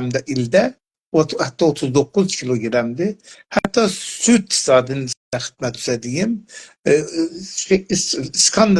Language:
South Azerbaijani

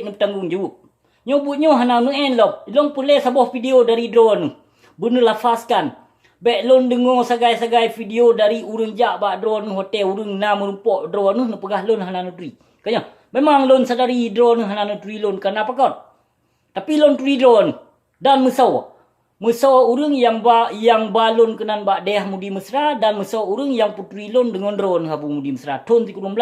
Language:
Achinese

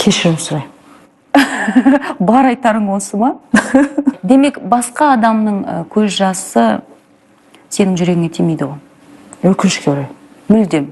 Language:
Kazakh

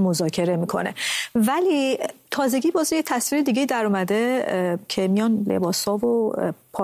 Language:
Persian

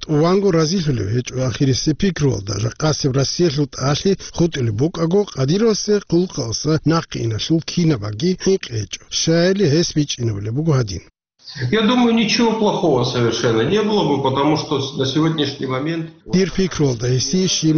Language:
Avaric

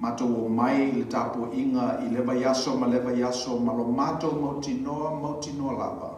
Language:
Samoan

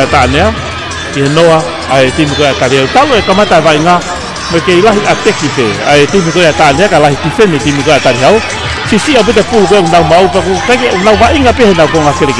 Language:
Tongan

